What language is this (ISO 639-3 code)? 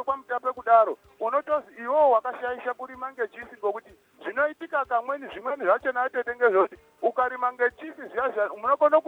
sna